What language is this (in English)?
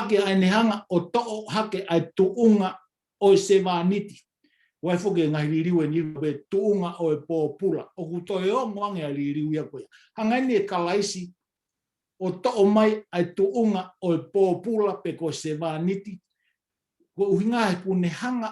Tongan